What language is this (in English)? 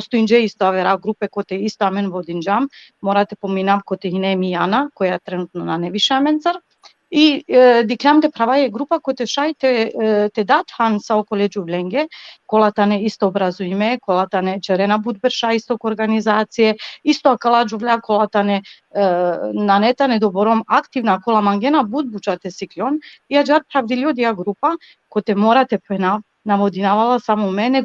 Balkan Romani